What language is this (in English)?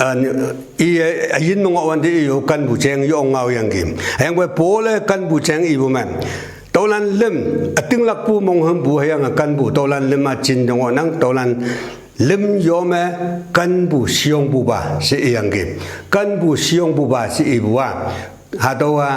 Konyak Naga